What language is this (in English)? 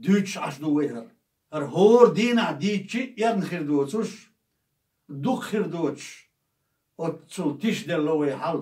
Chechen